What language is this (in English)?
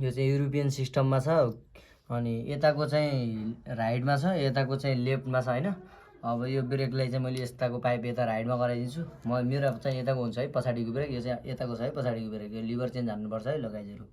Nepali